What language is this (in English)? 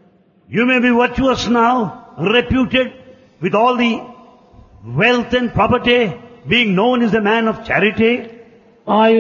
Telugu